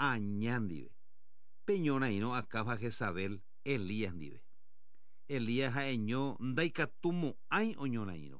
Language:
Guarani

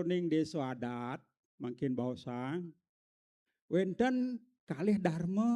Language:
Balinese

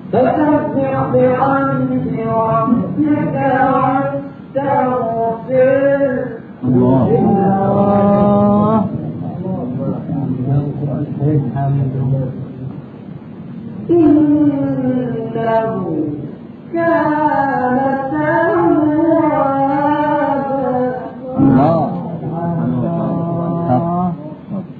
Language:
Arabic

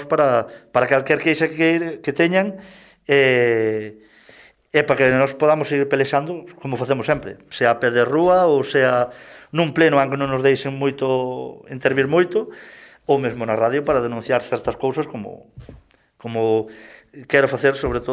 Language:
Galician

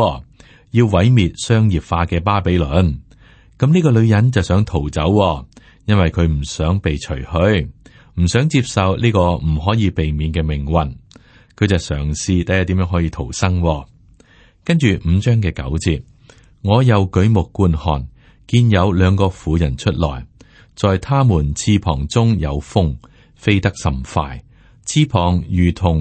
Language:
Cantonese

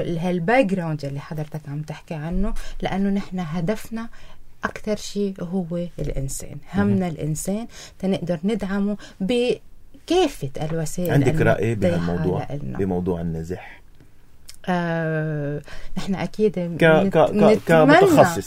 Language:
North Levantine Arabic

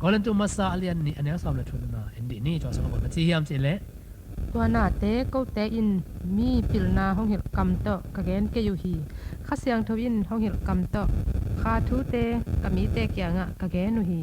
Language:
Tedim Chin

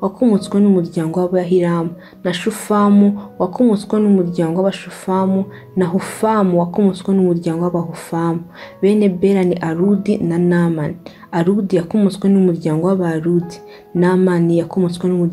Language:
Kinyarwanda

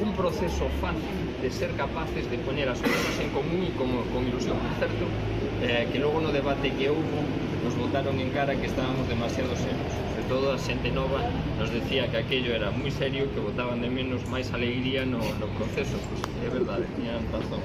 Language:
Galician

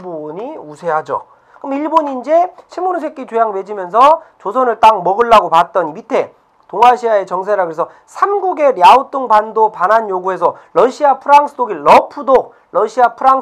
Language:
Korean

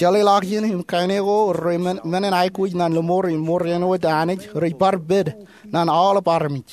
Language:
Marshallese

